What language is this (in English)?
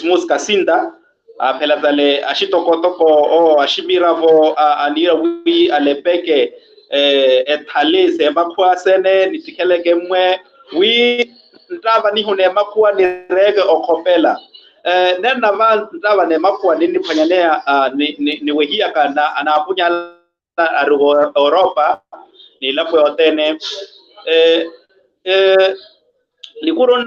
Makhuwa